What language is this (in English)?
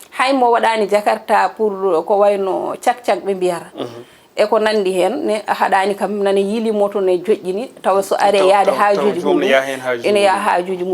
Fula